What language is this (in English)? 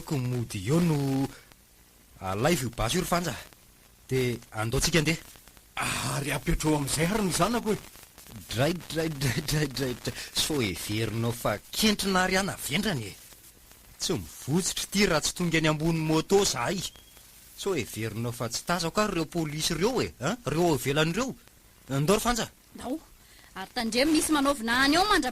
Malagasy